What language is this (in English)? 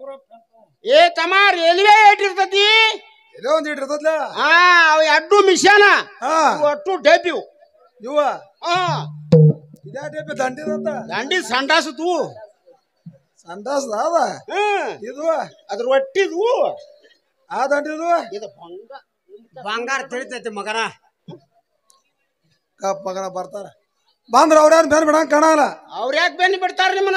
Kannada